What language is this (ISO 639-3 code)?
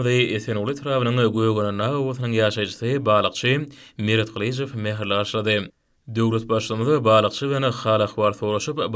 tuk